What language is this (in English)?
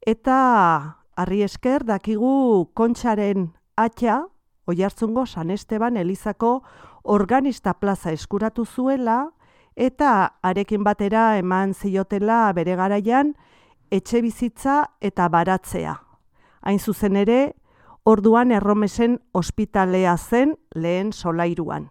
Basque